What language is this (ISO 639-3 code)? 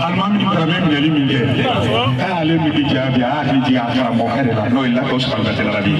bam